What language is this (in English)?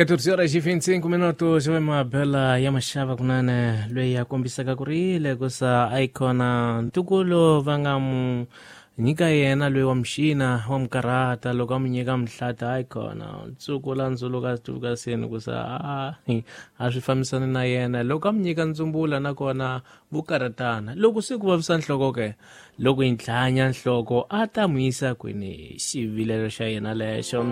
Tsonga